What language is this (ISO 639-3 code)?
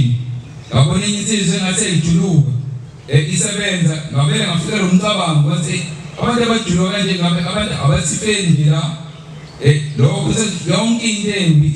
zul